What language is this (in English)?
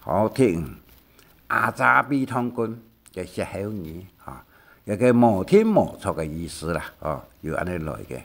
Hakka Chinese